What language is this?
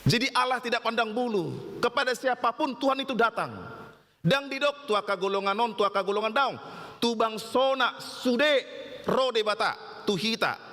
Batak Toba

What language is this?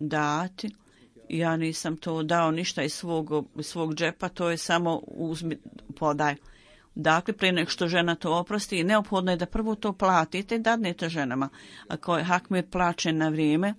Bosnian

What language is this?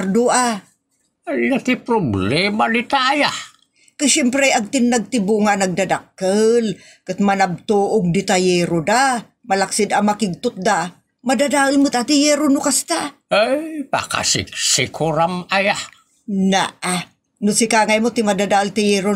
Iloko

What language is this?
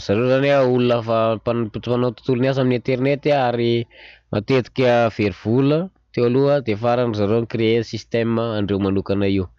Malagasy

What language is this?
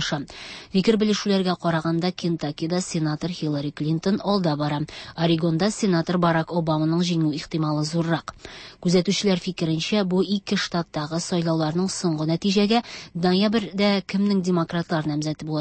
Tatar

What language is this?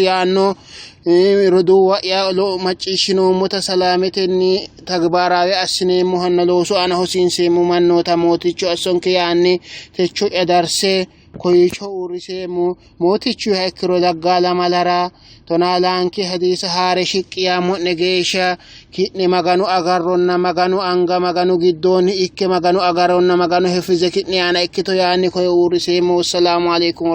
Sidamo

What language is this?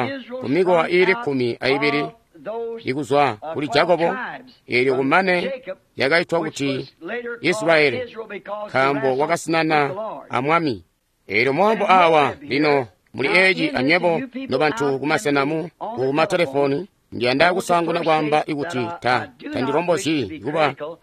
Tonga (Zambia)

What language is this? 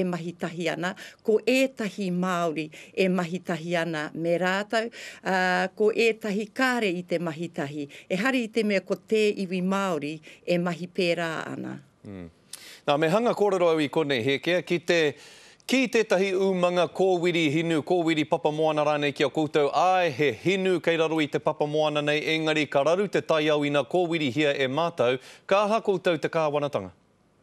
Māori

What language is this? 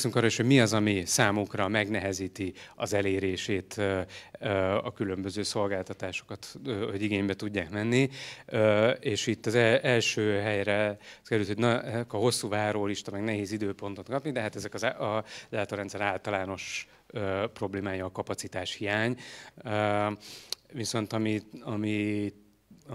Hungarian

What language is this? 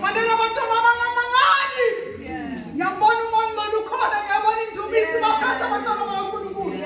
Zulu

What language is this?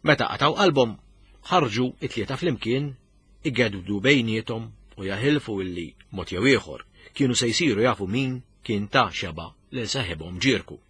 Maltese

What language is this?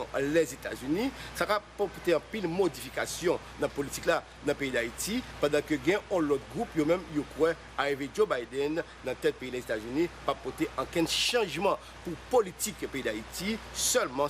Haitian Creole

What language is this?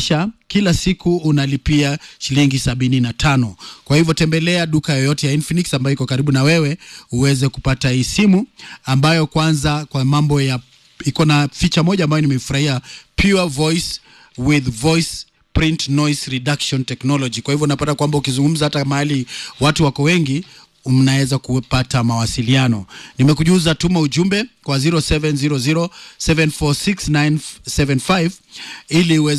Swahili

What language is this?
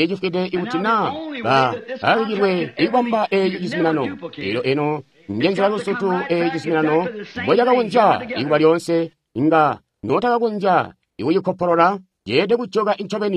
Tonga (Zambia)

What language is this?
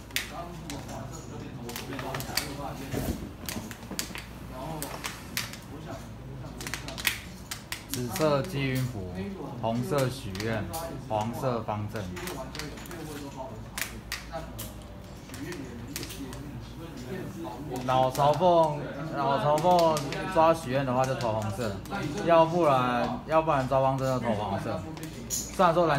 Chinese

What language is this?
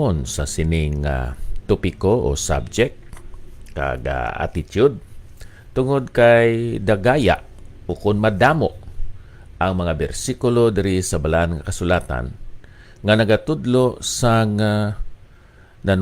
Hiligaynon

